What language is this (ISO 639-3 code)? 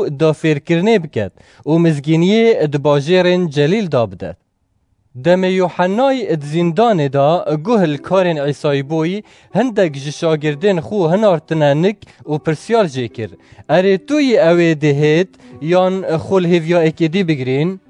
kur